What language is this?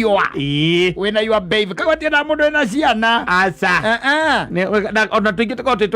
Kikuyu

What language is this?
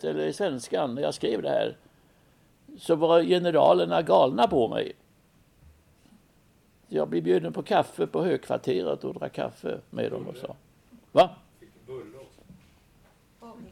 Swedish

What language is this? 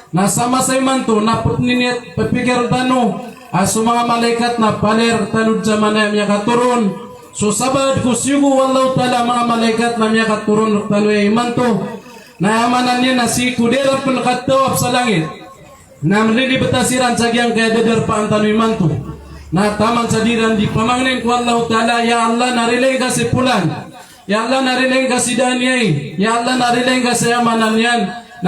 Maranao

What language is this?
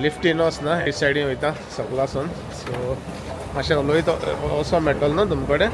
Konkani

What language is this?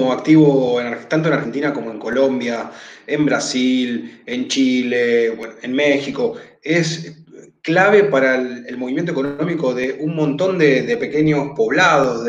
Spanish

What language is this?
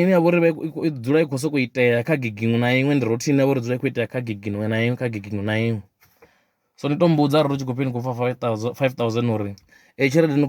Venda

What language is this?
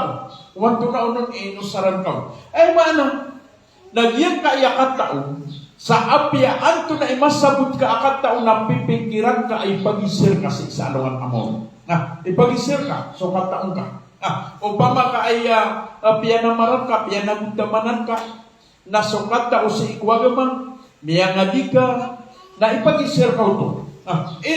Maranao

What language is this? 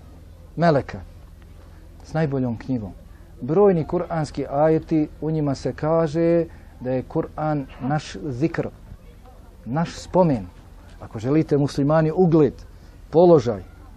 Bosnian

